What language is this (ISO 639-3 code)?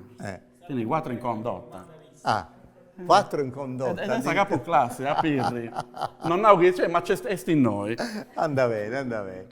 srd